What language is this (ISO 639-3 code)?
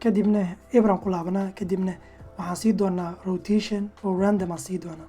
som